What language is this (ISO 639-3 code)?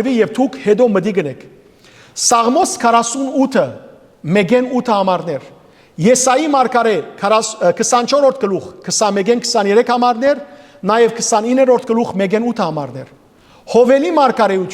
hyw